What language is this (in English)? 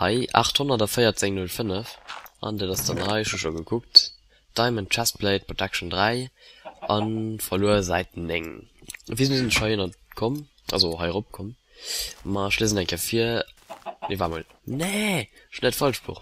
Luxembourgish